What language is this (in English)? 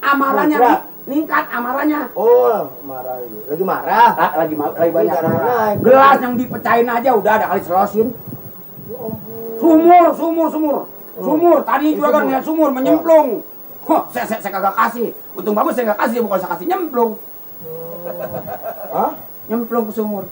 Betawi